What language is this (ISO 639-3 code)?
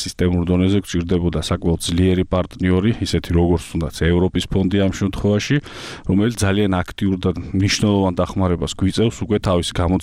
kat